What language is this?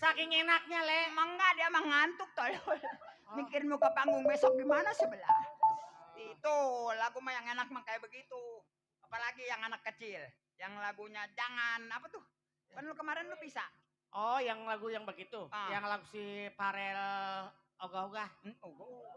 Betawi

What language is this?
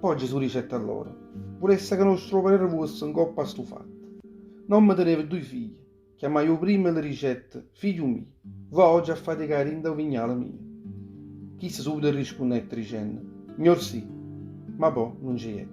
Neapolitan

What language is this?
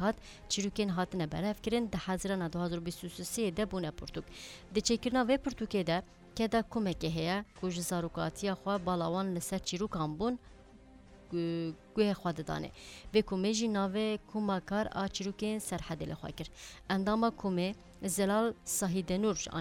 Kurdish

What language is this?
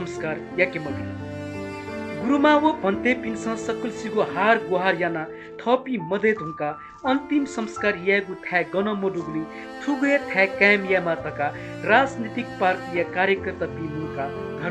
Newari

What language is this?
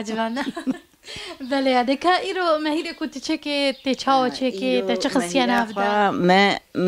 Kurdish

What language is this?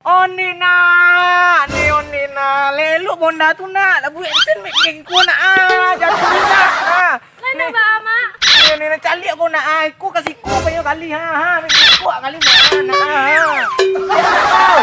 Minangkabau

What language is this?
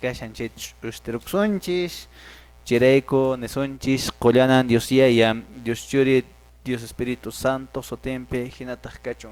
Quechua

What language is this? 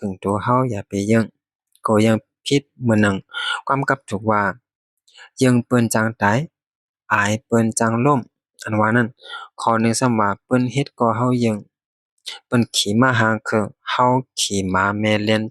Shan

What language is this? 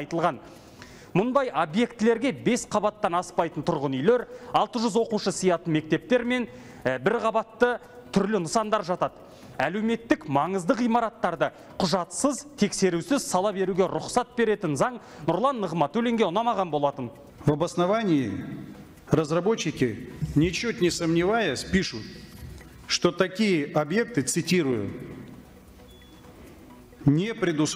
Kazakh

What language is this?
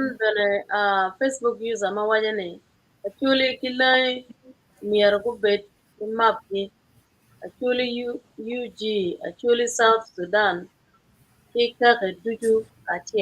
Acoli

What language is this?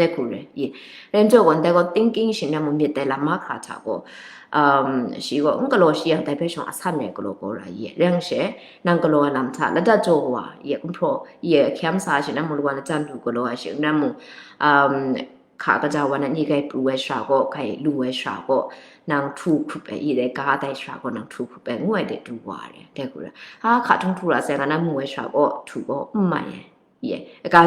Kachin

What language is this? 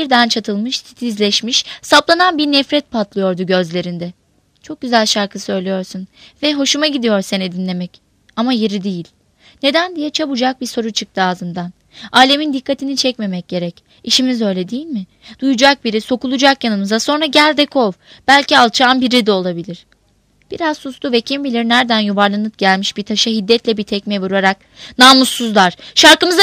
Turkish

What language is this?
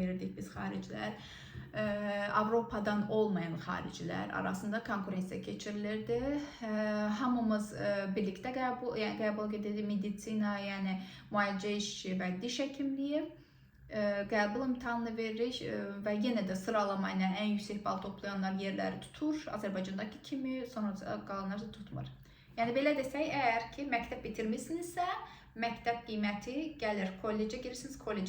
Azerbaijani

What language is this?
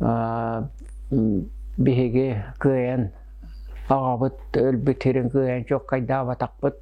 Yakut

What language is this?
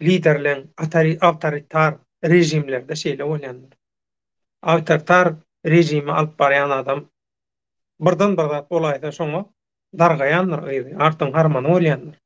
Turkmen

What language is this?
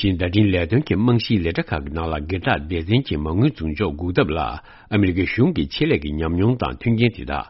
Tibetan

